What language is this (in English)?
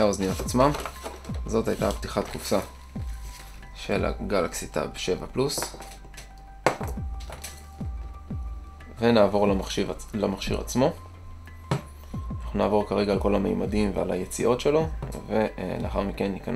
Hebrew